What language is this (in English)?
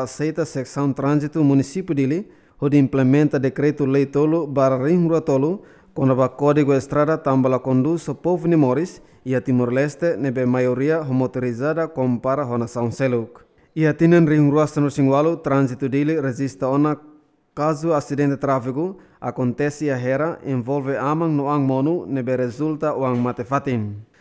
Tetum